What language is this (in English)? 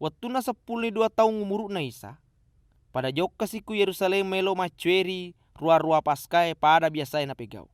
Buginese